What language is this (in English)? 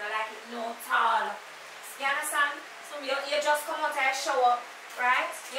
Jamaican Creole English